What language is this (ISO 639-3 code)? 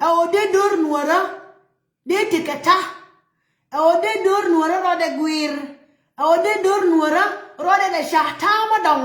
nus